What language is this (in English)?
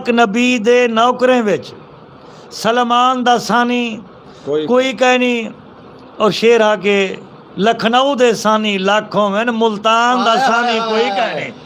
Saraiki